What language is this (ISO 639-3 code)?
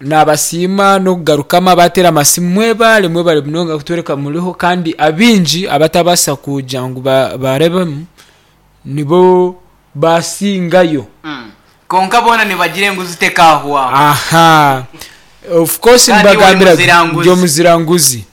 nyn